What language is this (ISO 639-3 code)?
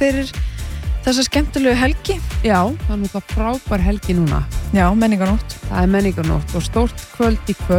isl